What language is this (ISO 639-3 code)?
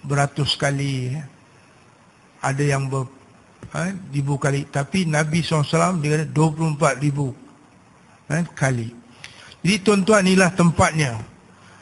msa